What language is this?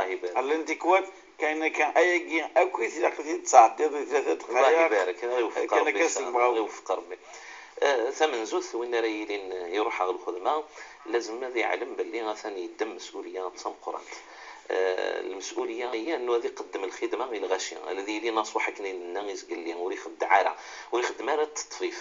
Moroccan Arabic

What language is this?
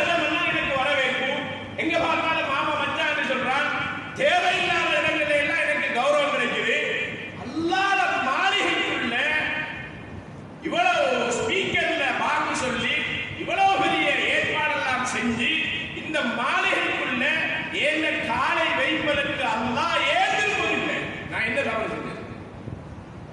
Tamil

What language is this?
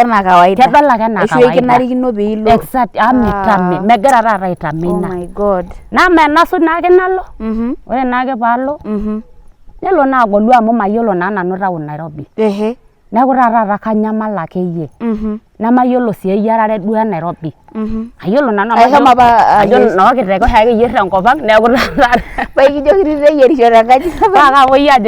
Masai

